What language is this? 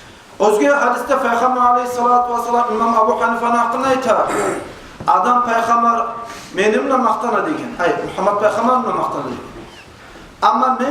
Kumyk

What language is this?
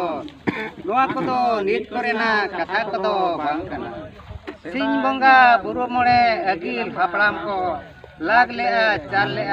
Santali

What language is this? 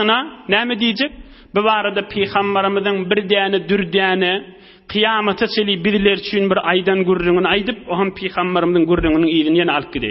Turkmen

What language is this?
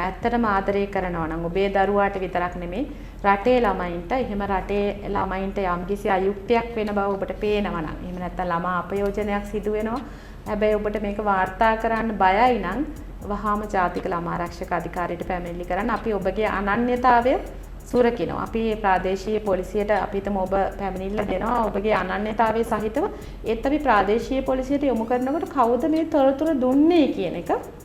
Sinhala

